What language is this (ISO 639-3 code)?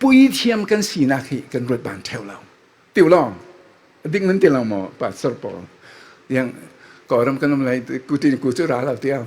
cfm